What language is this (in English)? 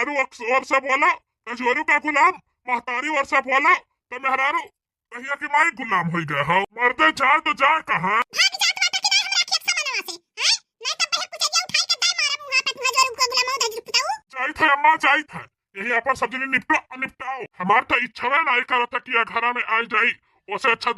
Bhojpuri